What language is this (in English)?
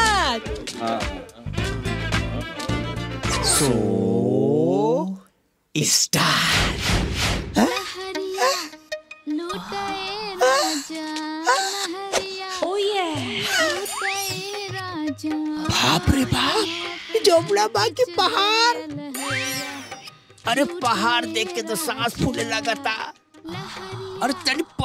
Bhojpuri